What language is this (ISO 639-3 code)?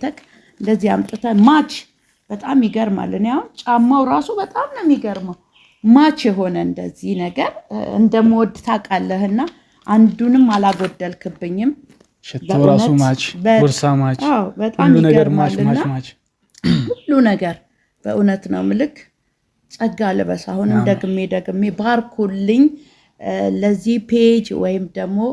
amh